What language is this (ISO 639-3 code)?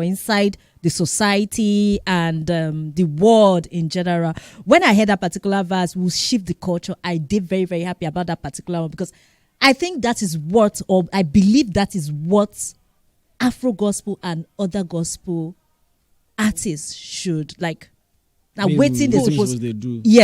pcm